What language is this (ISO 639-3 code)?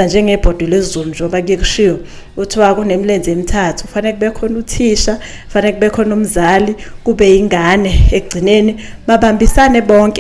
zul